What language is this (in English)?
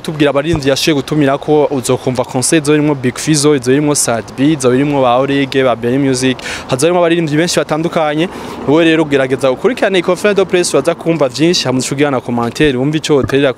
Rundi